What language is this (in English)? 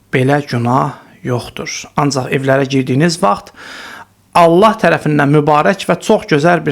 Azerbaijani